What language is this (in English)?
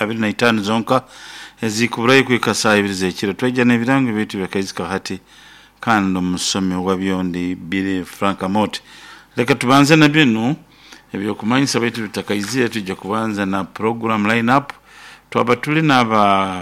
Nyoro